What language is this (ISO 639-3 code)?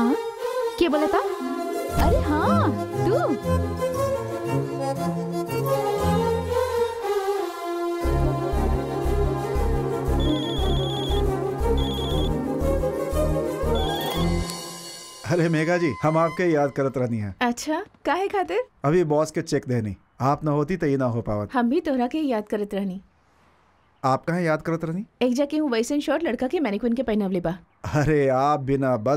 bho